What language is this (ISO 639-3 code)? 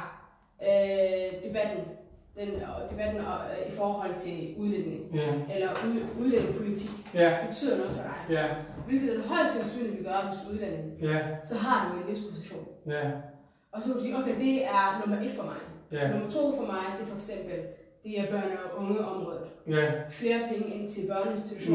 dan